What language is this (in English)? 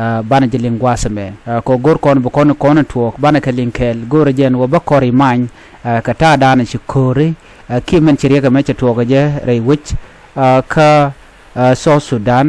Nuer